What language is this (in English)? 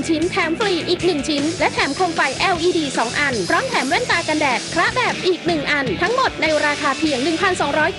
Thai